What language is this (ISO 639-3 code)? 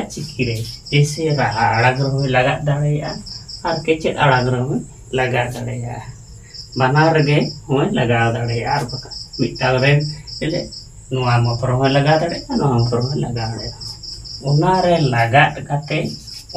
sat